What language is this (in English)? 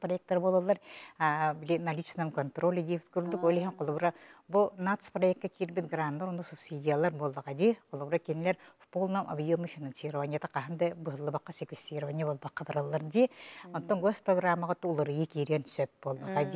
Yakut